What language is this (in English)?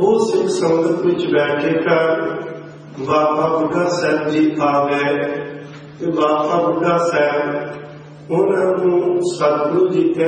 Punjabi